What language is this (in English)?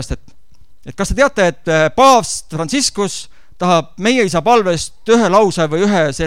Estonian